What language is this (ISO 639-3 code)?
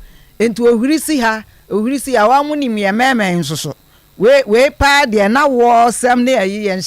aka